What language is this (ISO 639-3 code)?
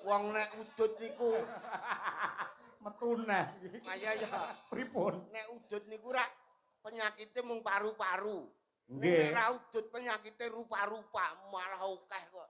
jav